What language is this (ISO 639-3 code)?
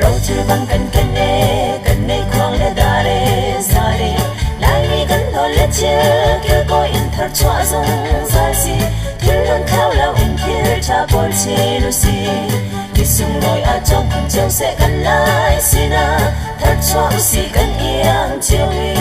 cnh